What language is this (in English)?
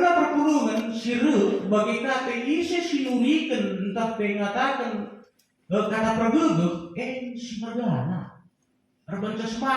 Batak Karo